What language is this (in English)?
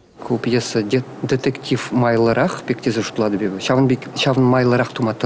Chuvash